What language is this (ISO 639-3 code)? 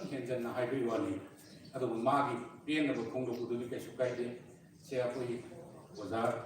mni